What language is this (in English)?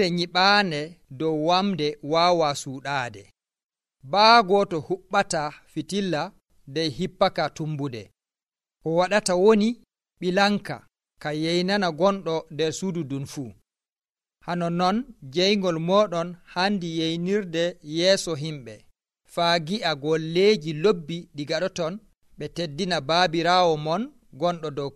Nigerian Fulfulde